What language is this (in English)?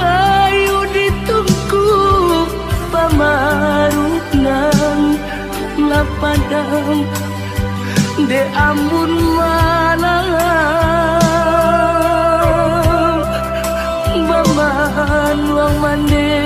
Minangkabau